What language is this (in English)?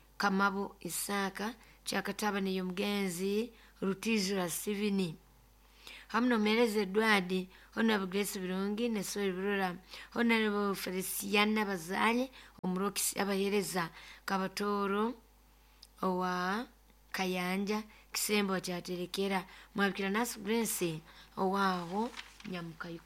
Nyoro